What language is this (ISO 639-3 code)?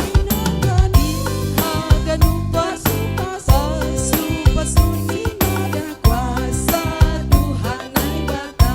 bts